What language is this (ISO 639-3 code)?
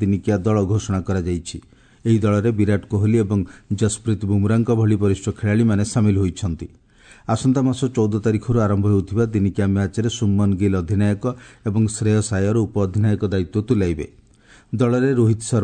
ori